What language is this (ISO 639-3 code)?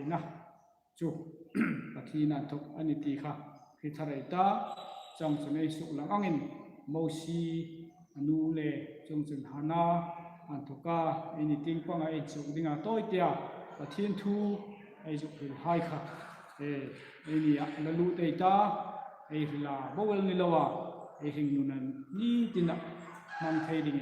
hmr